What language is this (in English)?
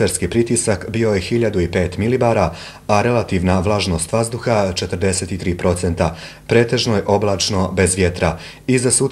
Bosnian